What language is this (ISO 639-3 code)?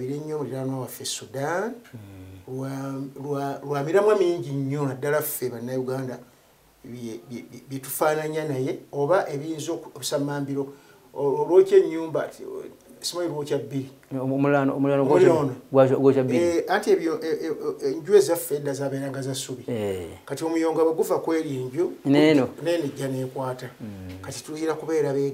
lug